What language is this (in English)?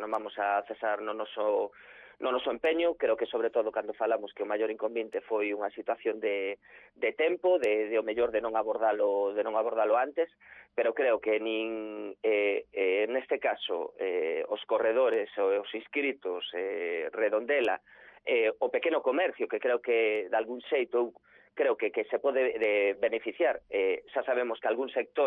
Galician